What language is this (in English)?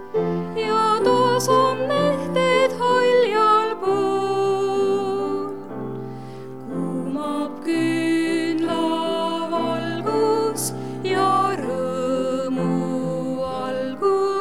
Estonian